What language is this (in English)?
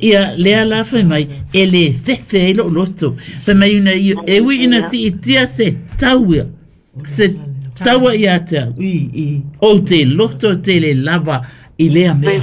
Samoan